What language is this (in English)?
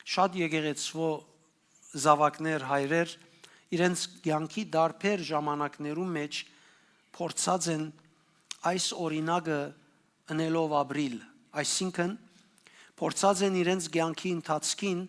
Western Armenian